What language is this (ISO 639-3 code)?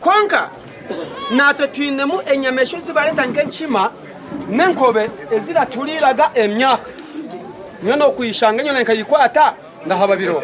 nyn